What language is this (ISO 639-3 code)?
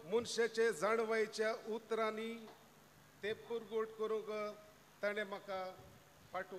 kok